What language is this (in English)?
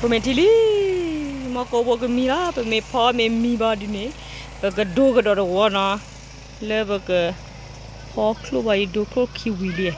S'gaw Karen